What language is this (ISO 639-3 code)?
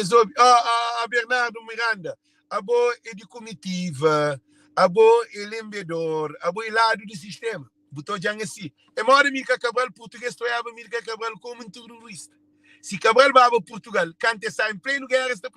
kea